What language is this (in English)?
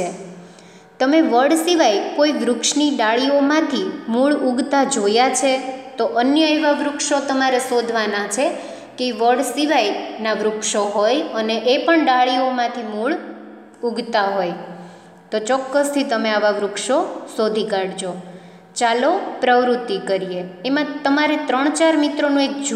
Gujarati